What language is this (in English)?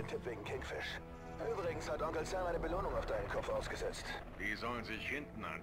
German